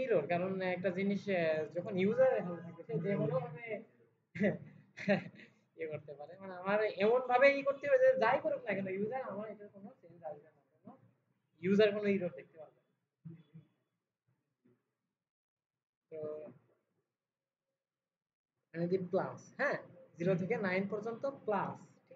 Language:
Bangla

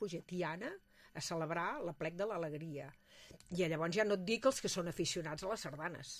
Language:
Catalan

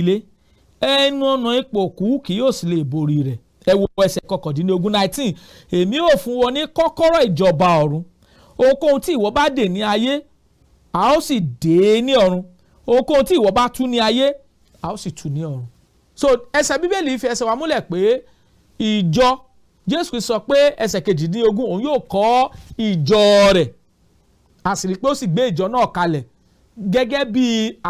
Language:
Yoruba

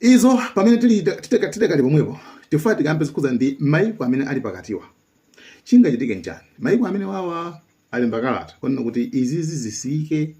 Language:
Nyanja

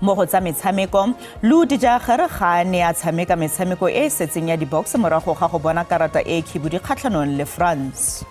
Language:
Tswana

